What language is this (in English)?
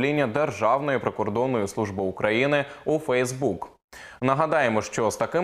Ukrainian